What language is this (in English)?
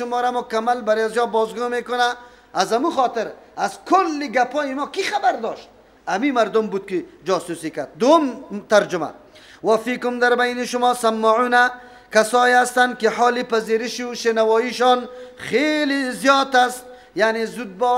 Persian